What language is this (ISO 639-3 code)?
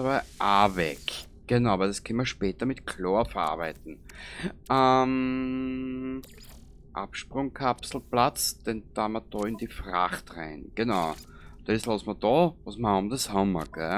bar